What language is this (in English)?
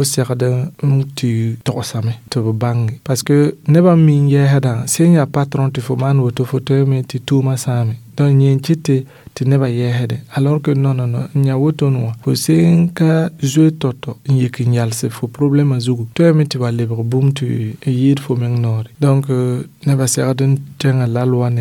Mossi